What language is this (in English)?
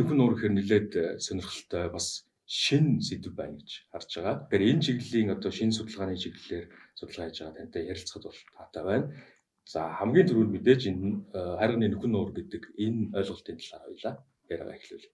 Mongolian